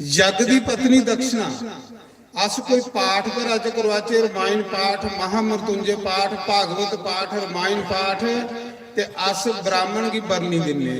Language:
Dogri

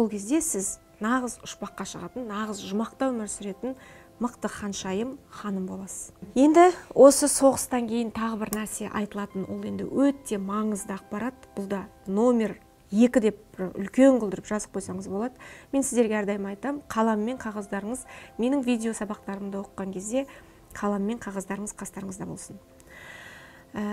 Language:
Kazakh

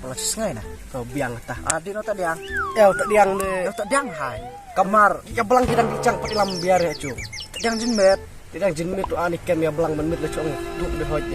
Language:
Khasi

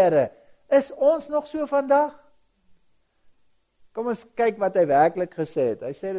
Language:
Afrikaans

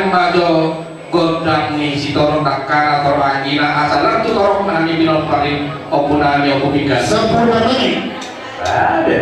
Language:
Batak Toba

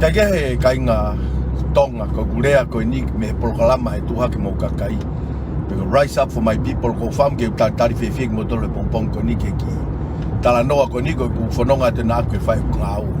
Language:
Tongan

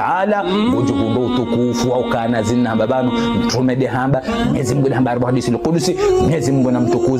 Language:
Ngazidja Comorian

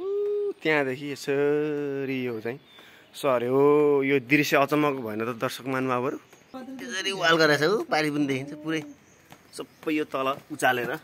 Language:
Nepali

